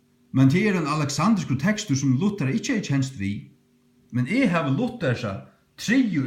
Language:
Faroese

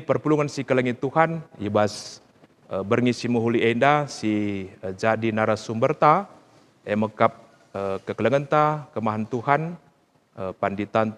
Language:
Batak Karo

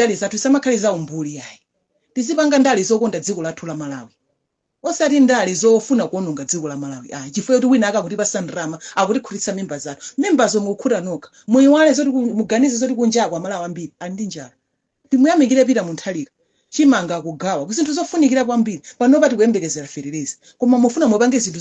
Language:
Nyanja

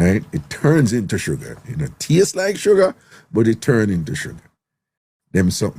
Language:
Jamaican Creole English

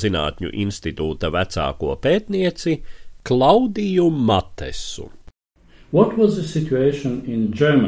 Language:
Latvian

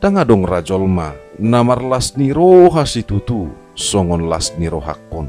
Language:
Batak Toba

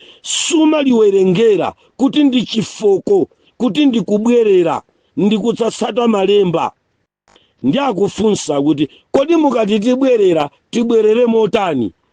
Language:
Nyanja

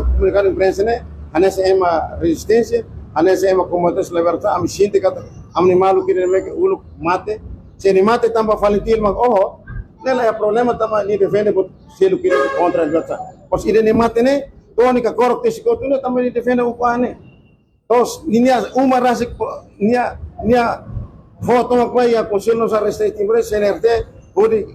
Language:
Tetum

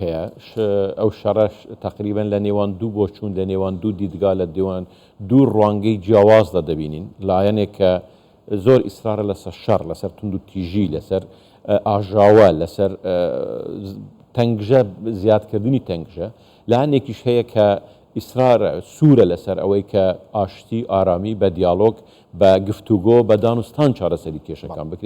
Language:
Central Kurdish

